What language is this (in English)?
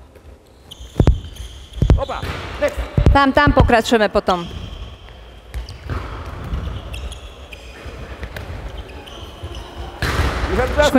Slovak